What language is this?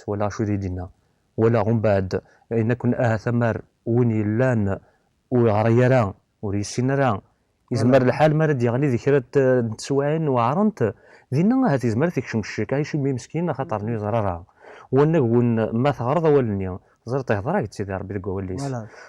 Kabyle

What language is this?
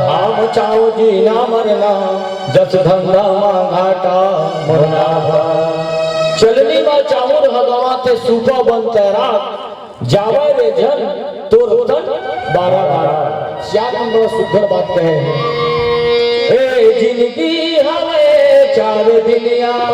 Chhattisgarhi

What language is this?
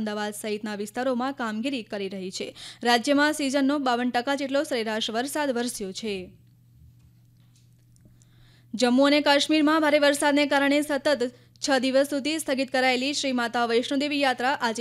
Gujarati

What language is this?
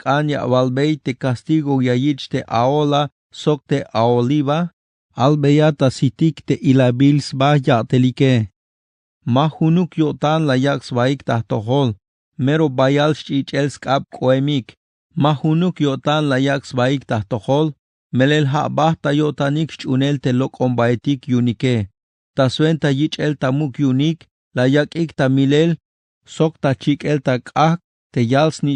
Tzeltal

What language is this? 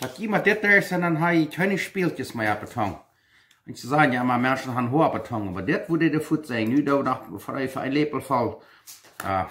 Plautdietsch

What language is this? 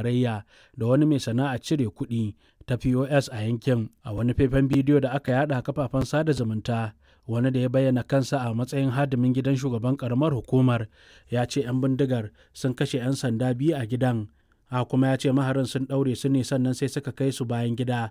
Hausa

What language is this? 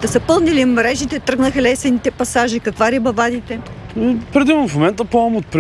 Bulgarian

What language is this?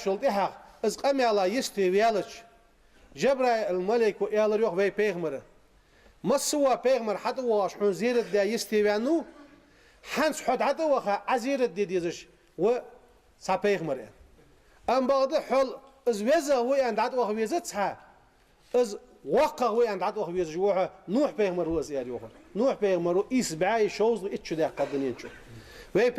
Ingush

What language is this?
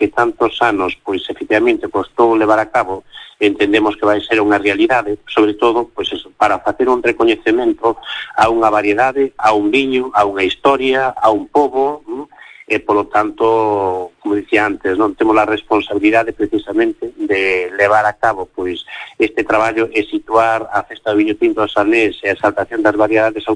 Galician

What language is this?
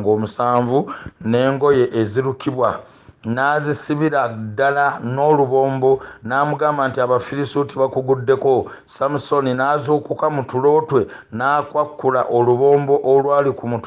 Ganda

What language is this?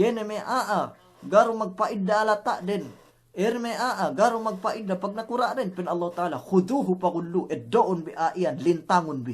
Yakan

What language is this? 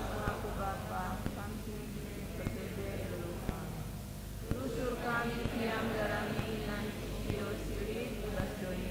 Batak Karo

